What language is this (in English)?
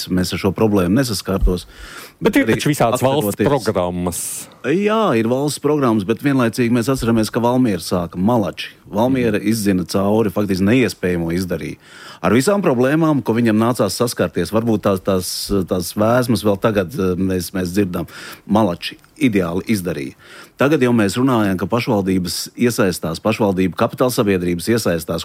Latvian